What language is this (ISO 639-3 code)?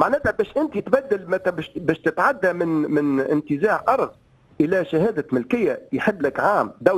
aeb